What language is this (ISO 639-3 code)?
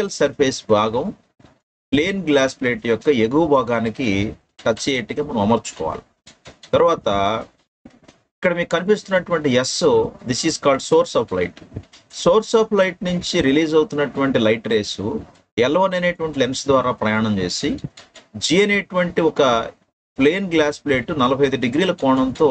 tel